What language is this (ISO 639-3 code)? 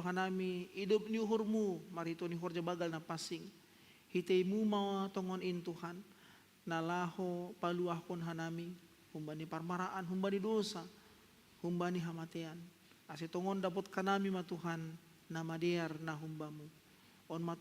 bts